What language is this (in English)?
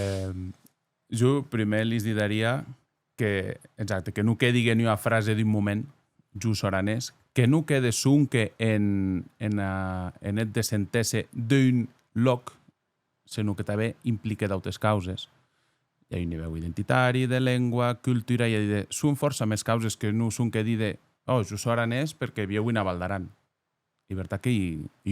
Occitan